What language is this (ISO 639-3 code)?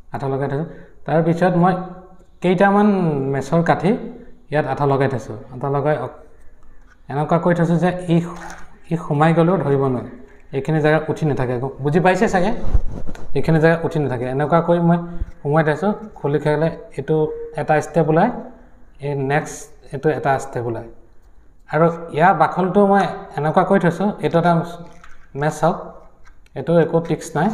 asm